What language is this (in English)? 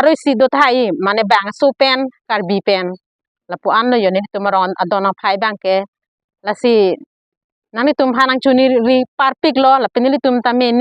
Karbi